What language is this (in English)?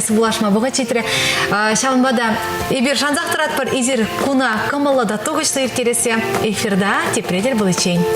Chuvash